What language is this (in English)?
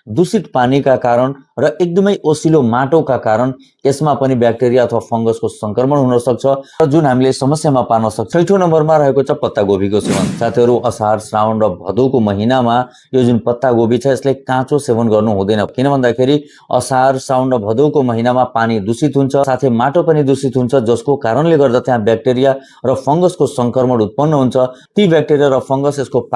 Nepali